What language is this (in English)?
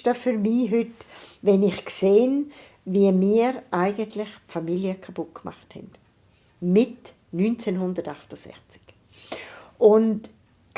Swiss German